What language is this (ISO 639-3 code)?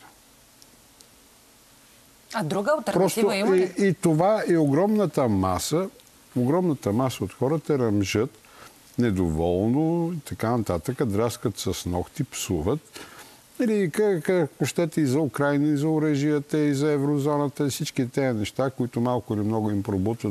bul